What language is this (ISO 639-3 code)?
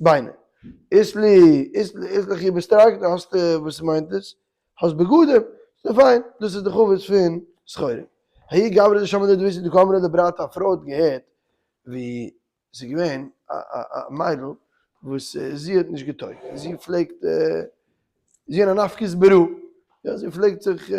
yid